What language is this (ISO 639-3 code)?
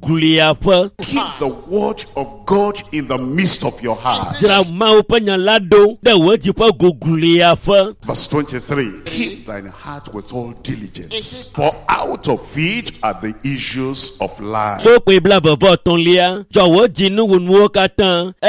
ewe